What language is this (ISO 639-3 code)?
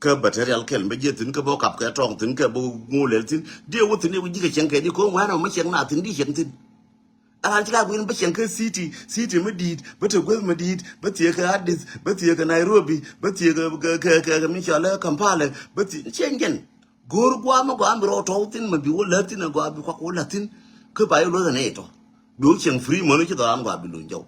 nus